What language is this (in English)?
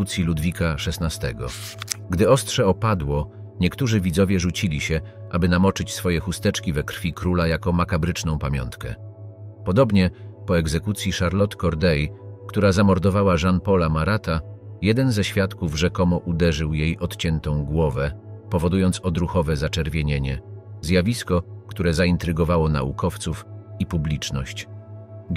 Polish